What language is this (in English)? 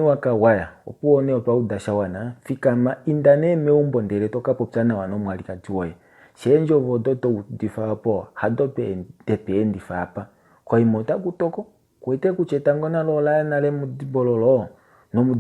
Kuanyama